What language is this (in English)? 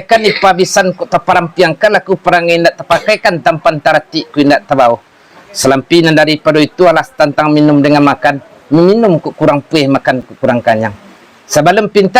Minangkabau